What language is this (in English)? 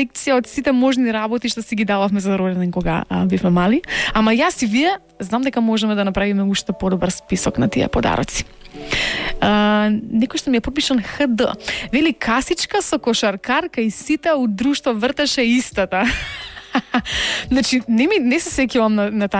Macedonian